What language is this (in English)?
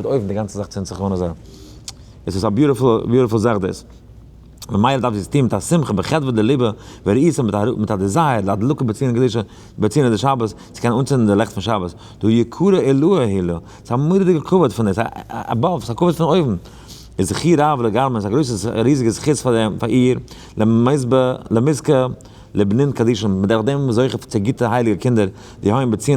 Yiddish